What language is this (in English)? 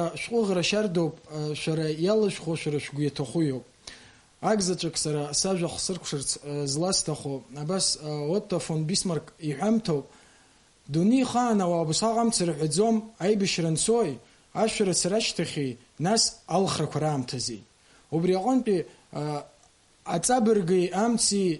Abkhazian